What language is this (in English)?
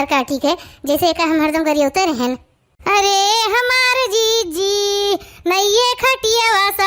Awadhi